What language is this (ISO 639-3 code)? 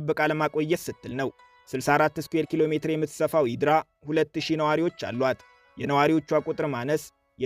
amh